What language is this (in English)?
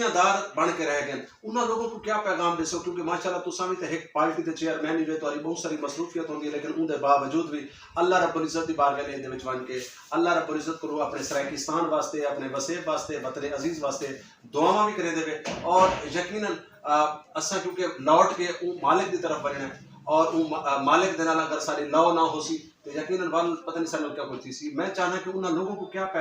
Saraiki